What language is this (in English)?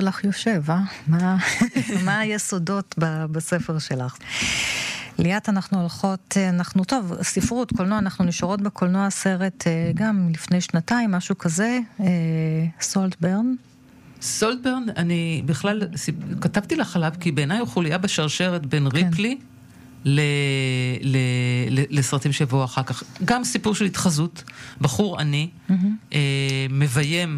Hebrew